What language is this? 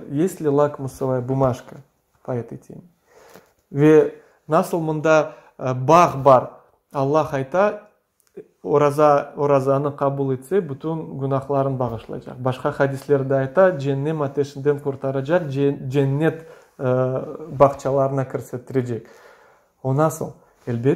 Crimean Tatar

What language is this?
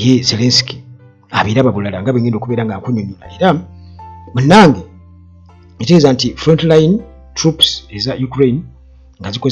Ganda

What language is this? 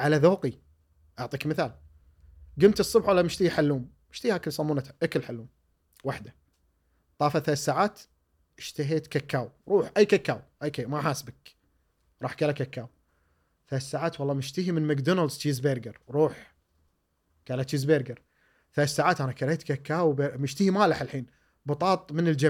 Gulf Arabic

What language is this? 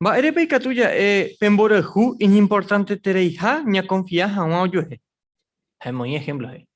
Guarani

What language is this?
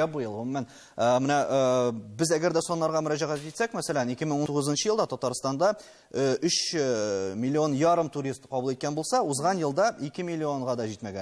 Tatar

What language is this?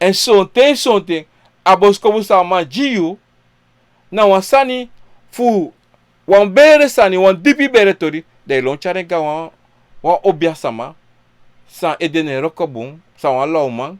Sranan Tongo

